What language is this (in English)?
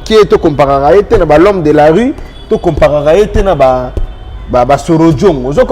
Lingala